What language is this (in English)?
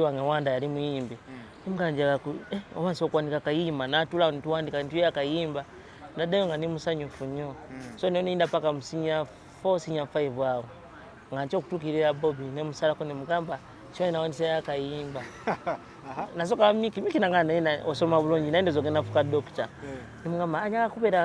Ganda